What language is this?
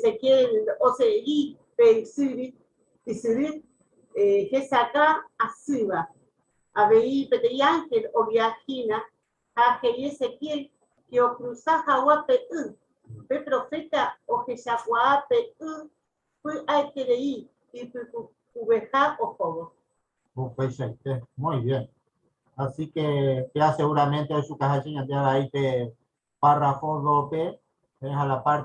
Guarani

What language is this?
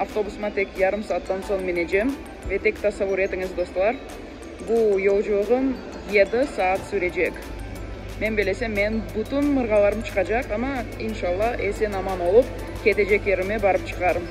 Crimean Tatar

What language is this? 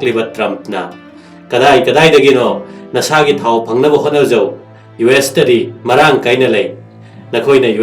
Manipuri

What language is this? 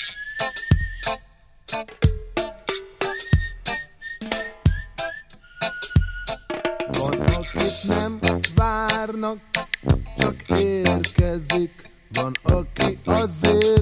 Hungarian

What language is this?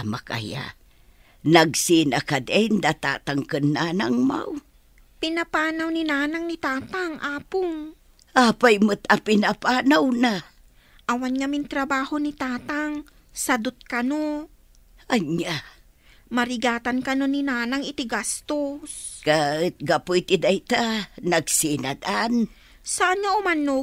Iloko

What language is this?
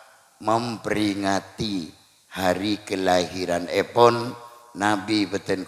Madurese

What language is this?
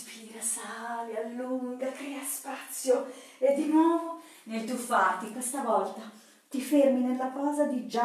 Italian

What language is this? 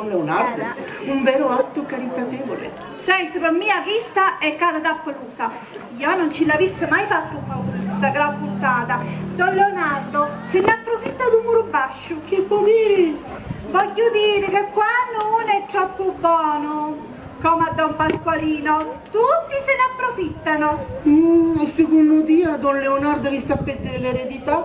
Sicilian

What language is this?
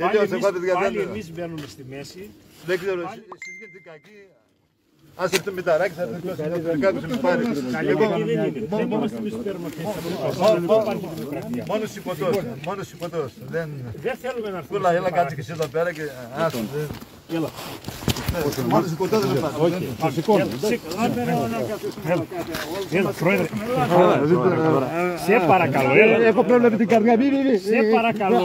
Greek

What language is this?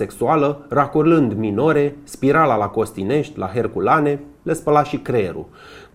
Romanian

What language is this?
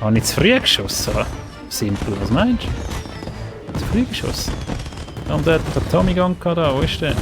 Swiss German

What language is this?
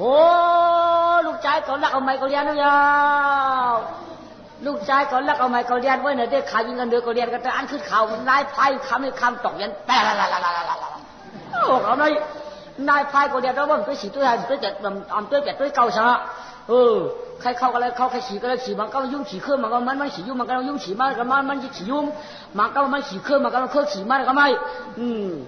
Shan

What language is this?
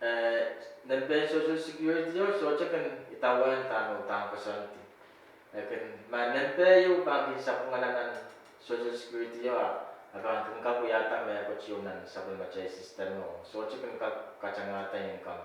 Pohnpeian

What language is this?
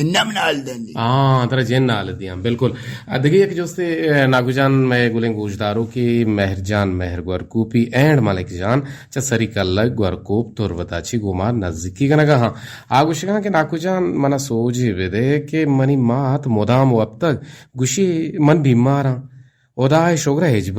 Eastern Balochi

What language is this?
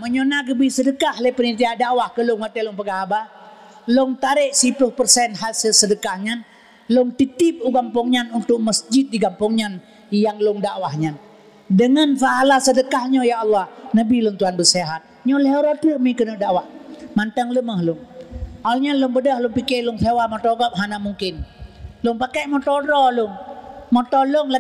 Achinese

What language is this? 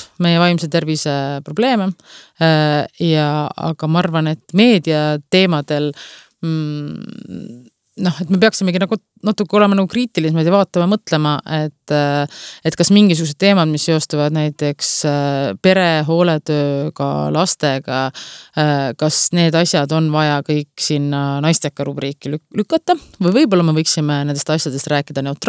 Estonian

